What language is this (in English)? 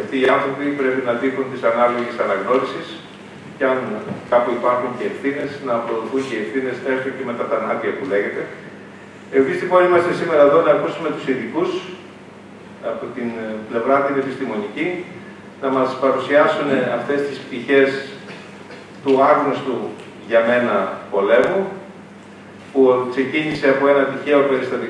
Greek